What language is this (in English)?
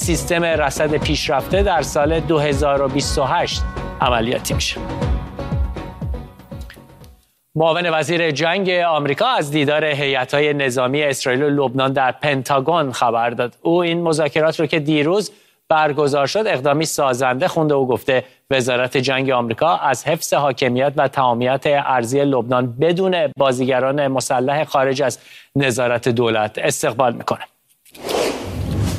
Persian